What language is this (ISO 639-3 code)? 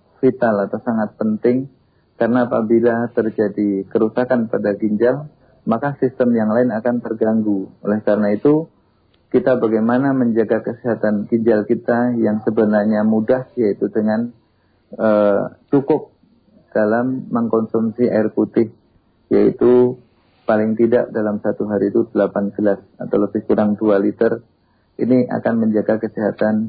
ind